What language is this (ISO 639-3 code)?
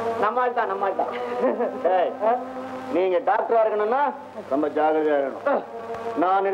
tam